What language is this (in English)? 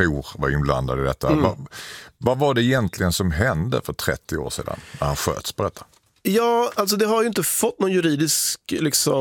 Swedish